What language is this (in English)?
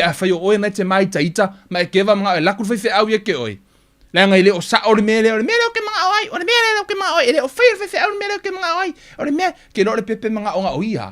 Samoan